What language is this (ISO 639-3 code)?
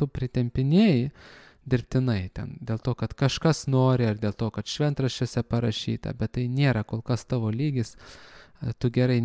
lit